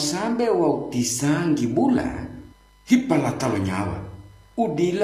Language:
Gorontalo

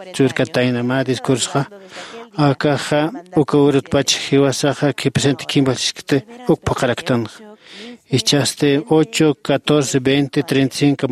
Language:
Aymara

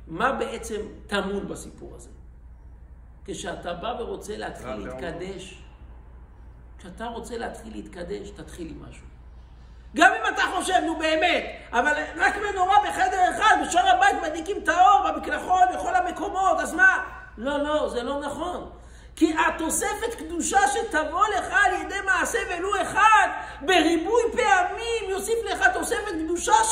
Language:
Hebrew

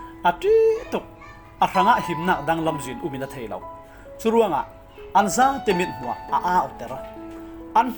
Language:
Falam Chin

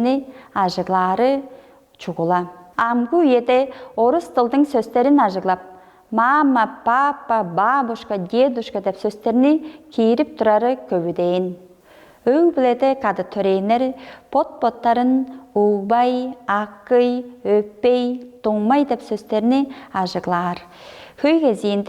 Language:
Tuvinian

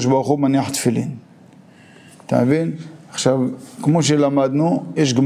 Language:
Hebrew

